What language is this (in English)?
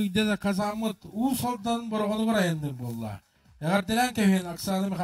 Yakut